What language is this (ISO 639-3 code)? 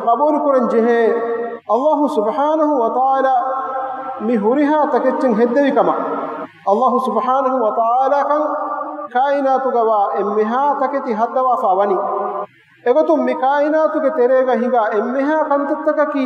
div